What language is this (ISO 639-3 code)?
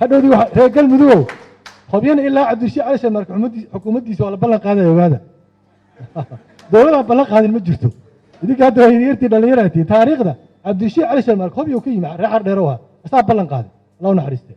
som